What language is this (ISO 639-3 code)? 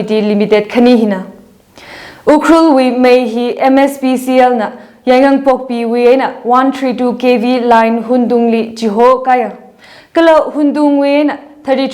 nmf